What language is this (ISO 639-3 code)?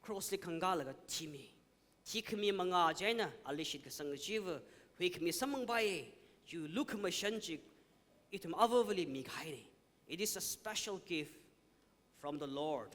nmf